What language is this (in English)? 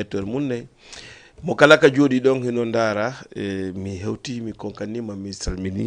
Fula